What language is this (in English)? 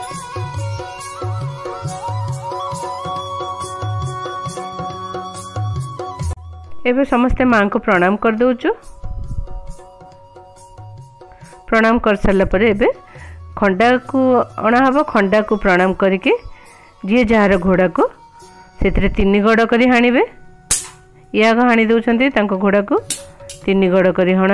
Odia